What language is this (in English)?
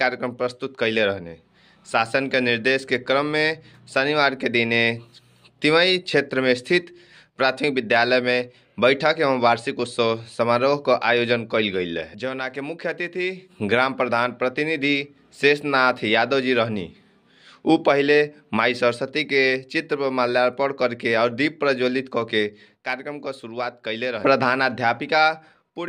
Bhojpuri